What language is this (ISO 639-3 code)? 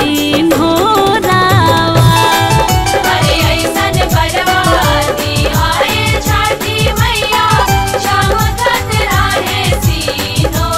bho